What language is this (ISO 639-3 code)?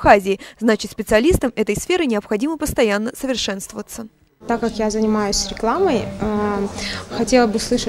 rus